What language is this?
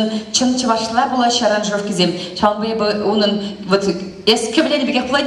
Chuvash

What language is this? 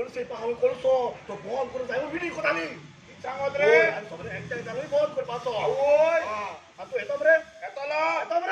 Konkani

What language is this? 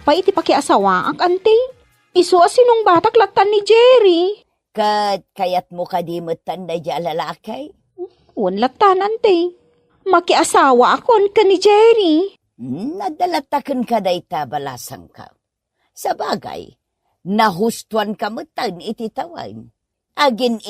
Iloko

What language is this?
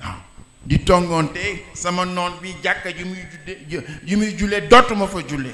Wolof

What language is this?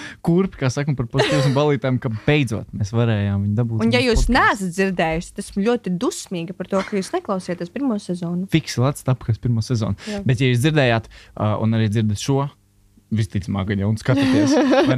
Latvian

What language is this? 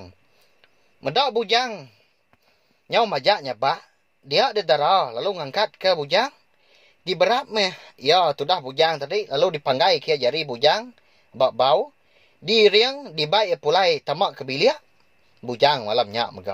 Iban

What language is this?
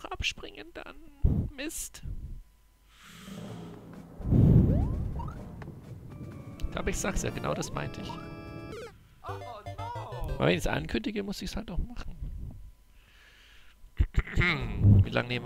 German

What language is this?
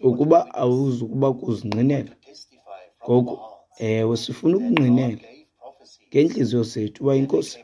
Xhosa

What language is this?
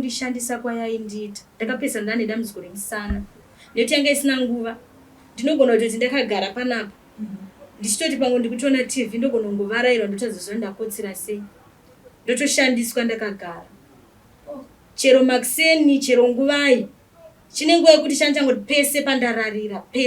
Shona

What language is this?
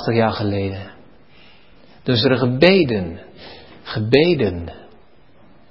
Dutch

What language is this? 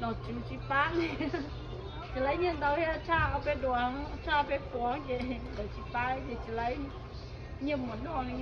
Hmong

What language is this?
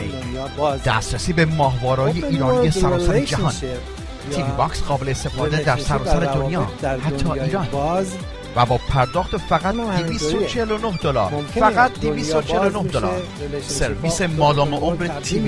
Persian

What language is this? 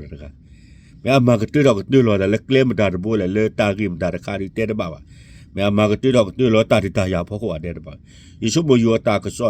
S'gaw Karen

